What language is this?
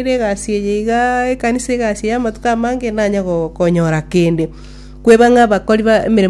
Gusii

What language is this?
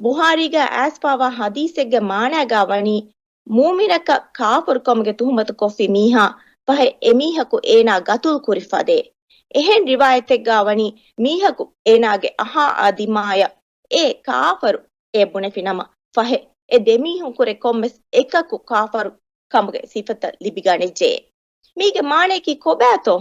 Divehi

